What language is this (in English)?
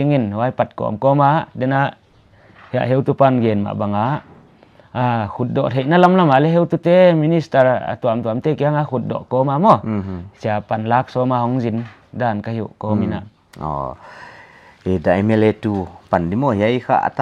Paite Chin